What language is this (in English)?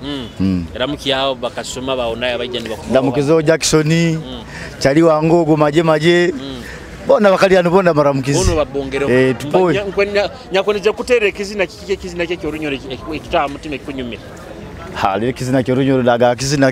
Nyoro